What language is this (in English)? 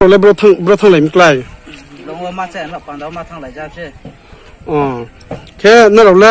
Riang (India)